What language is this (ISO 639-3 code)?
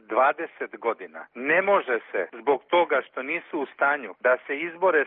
srp